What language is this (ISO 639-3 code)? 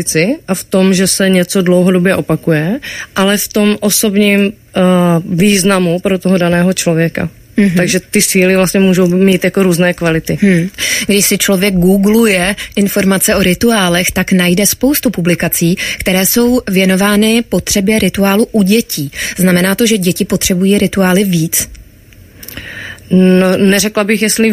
ces